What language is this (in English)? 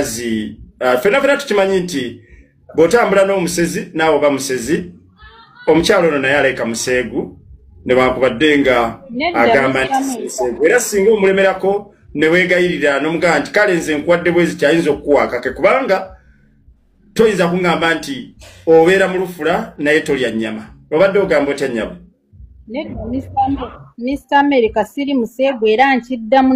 Ganda